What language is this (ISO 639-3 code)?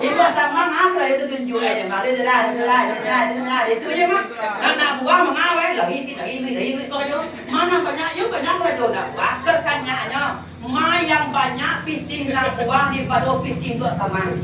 min